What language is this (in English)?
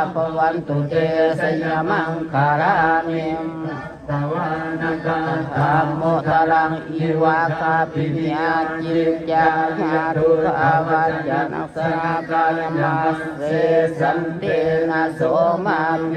Pali